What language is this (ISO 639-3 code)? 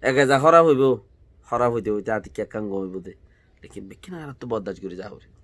rhg